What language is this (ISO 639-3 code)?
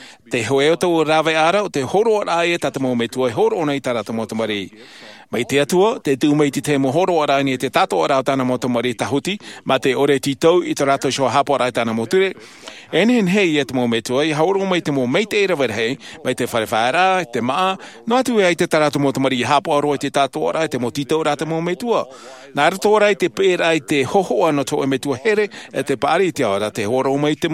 tah